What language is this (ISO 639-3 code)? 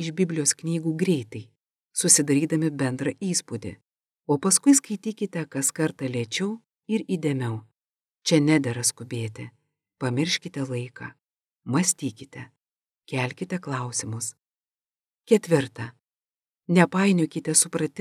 lit